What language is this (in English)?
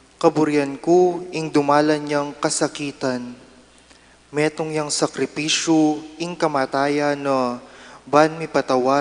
Pampanga